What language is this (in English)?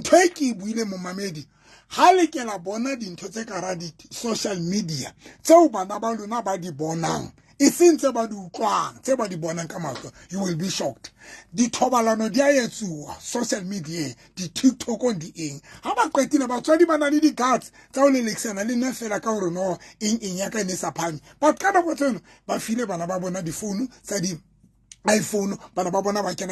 Southern Sotho